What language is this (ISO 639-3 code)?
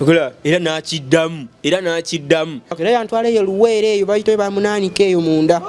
lug